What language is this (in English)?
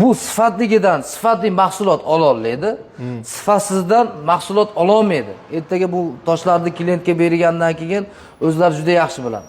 Uzbek